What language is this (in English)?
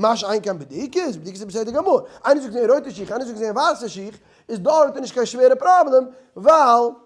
Yiddish